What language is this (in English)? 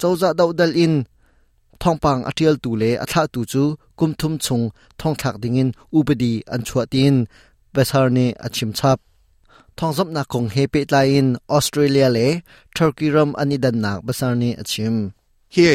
Hakha Chin